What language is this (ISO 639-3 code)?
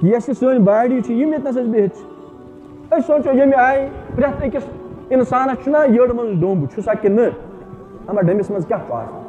kas